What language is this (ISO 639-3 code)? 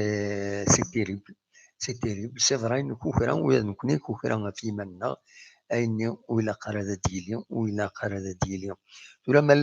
kab